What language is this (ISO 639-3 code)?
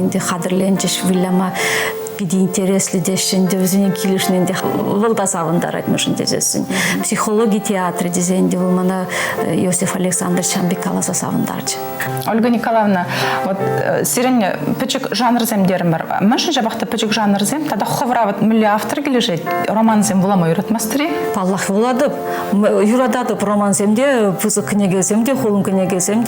chv